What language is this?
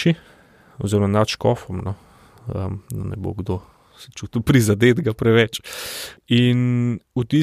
Slovenian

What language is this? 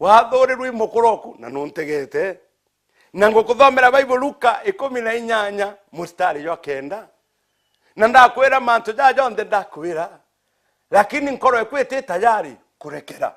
Meru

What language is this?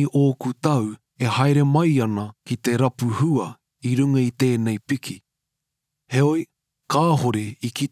Māori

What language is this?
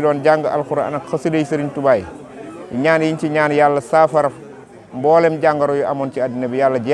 Wolof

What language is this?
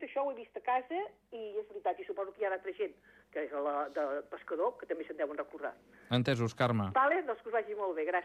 Catalan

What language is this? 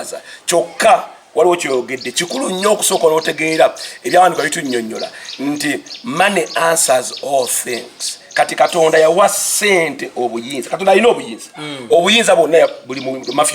Ganda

